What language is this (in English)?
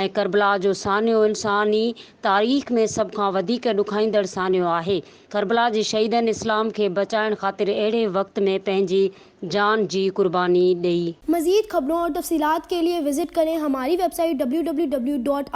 Sindhi